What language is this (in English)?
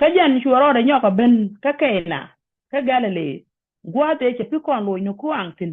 Nuer